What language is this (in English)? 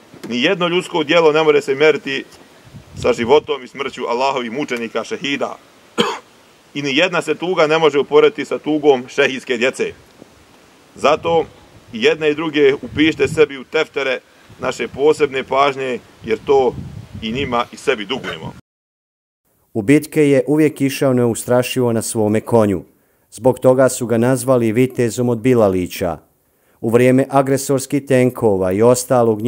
Bosnian